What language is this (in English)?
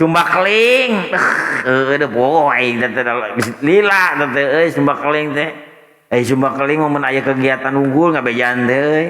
Sundanese